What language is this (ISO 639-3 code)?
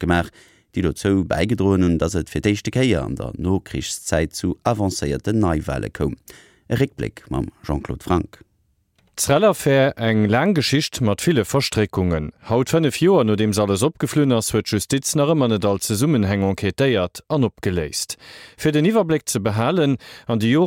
ltz